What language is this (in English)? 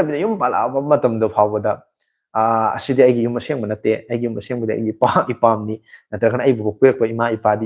Manipuri